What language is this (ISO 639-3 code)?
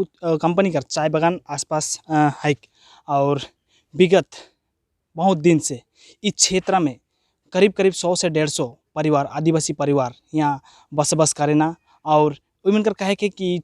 sck